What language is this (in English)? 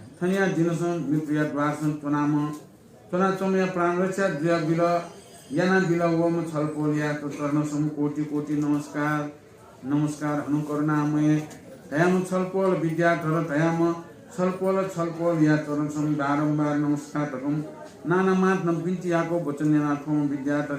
Newari